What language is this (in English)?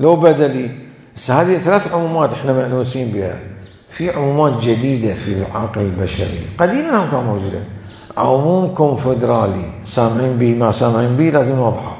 Mesopotamian Arabic